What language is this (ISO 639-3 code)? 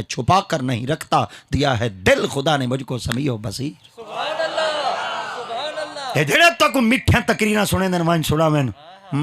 skr